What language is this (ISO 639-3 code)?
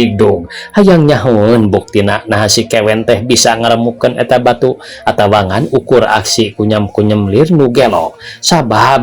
sun